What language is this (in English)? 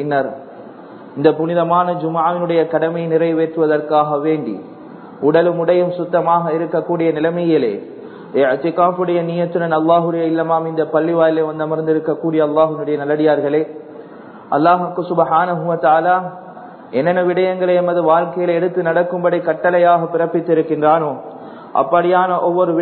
Tamil